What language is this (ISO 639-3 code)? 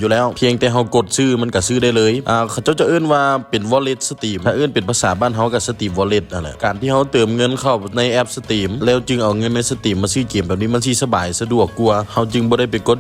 lao